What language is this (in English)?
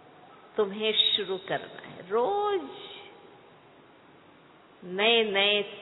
Hindi